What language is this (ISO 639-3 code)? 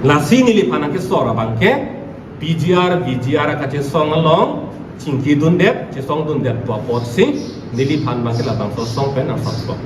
mjw